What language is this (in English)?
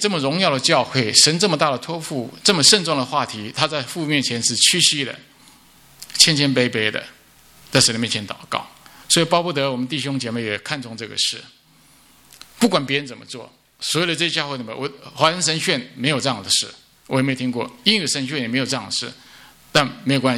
Chinese